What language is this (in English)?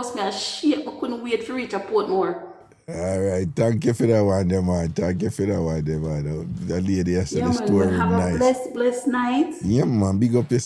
Jamaican Creole English